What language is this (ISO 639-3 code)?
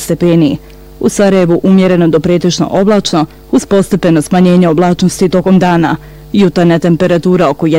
bos